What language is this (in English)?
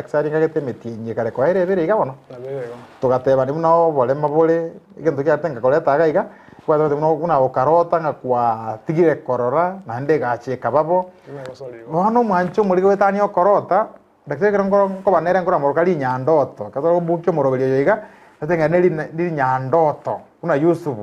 Gusii